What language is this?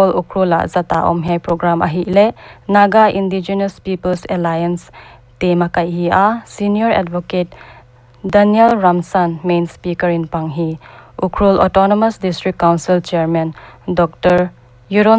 Paite Chin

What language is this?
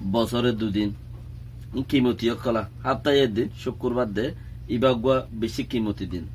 Rohingya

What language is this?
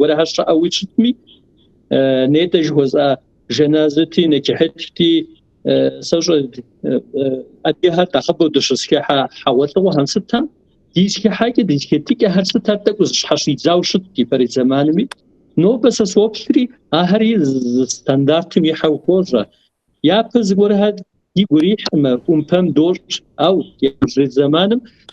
Kabardian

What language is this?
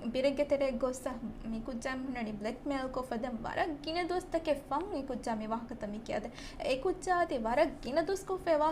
Divehi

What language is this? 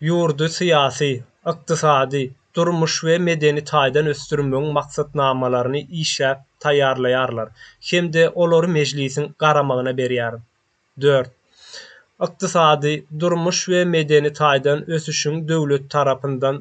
Turkmen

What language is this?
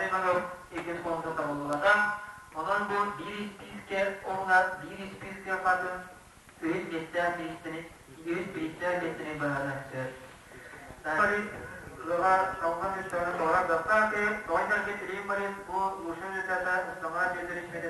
Yakut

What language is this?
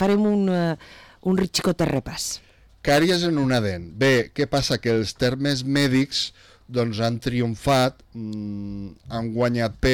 Catalan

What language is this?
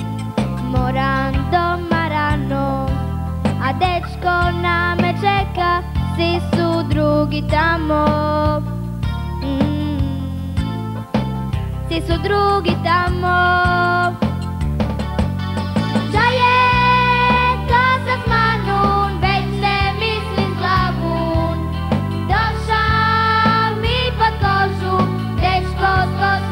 Croatian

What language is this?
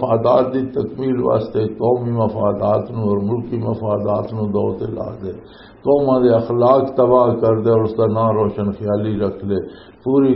Western Panjabi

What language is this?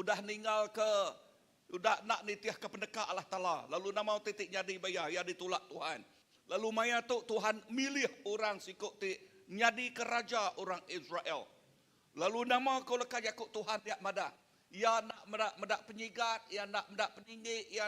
Iban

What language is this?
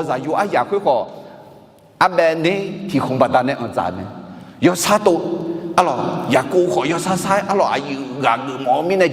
Akha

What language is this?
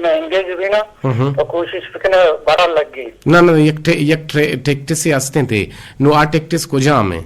Eastern Balochi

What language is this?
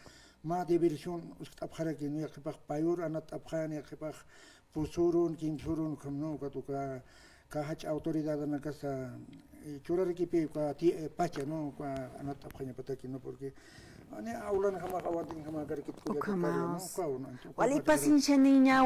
Aymara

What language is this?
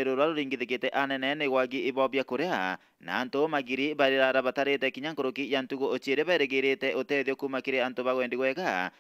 Meru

